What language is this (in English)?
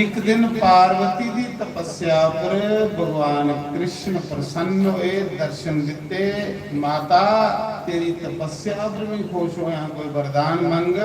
Dogri